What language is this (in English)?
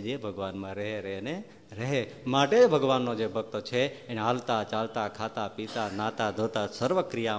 Gujarati